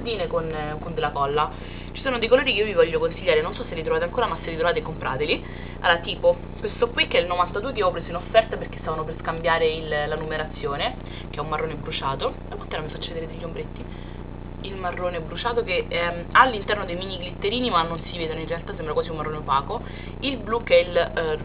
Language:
Italian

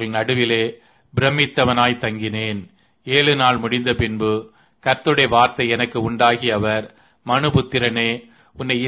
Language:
Tamil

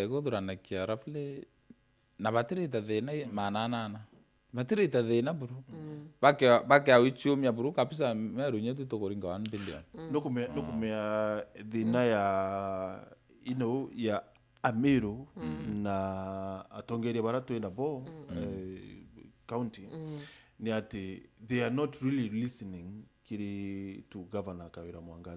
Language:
Meru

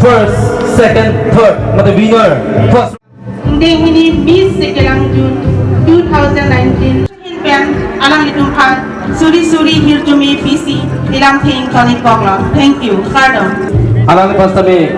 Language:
Karbi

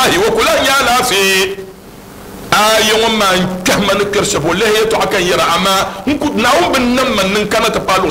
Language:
Dagbani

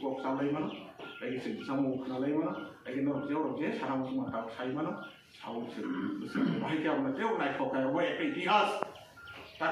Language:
Kok Borok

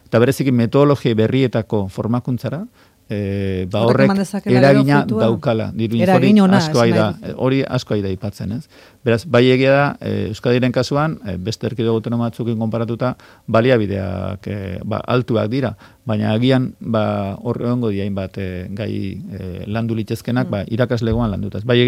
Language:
Basque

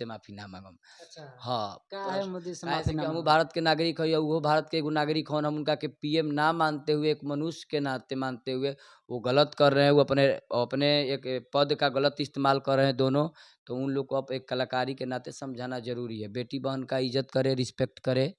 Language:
Bhojpuri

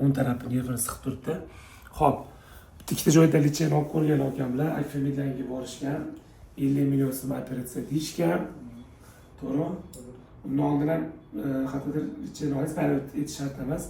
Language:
Uzbek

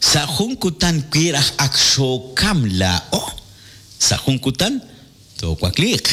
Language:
Kekchí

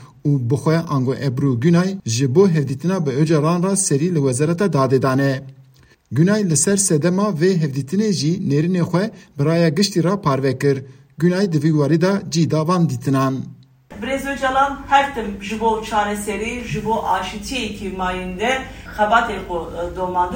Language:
Kurdish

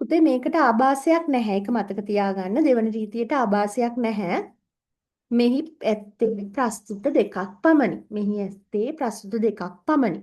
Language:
Sinhala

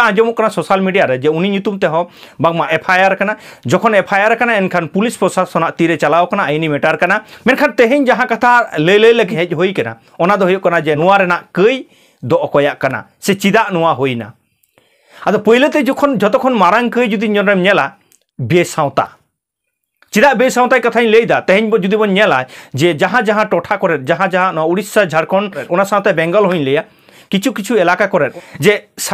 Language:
Santali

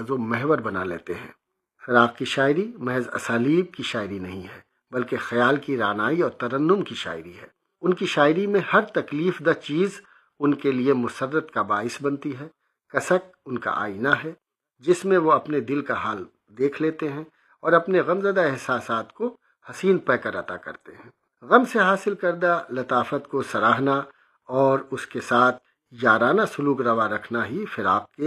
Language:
Urdu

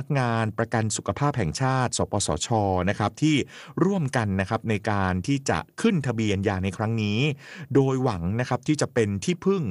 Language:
Thai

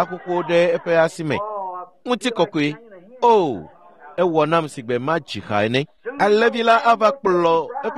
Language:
Ewe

